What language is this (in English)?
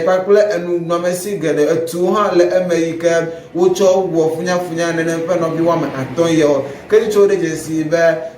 Ewe